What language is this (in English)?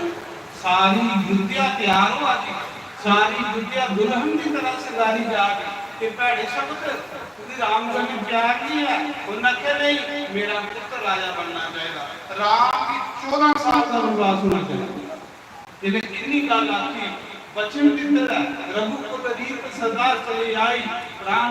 Dogri